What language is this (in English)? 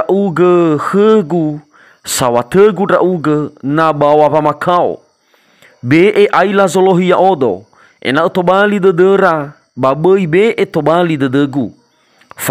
Nias